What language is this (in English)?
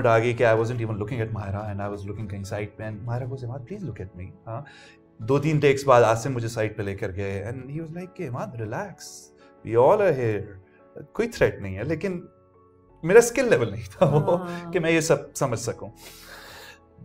Urdu